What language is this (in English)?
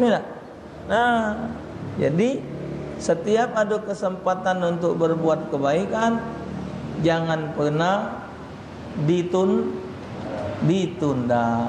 Musi